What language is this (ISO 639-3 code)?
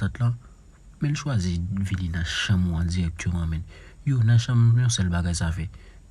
hat